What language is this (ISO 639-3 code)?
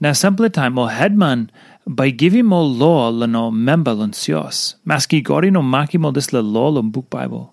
tpi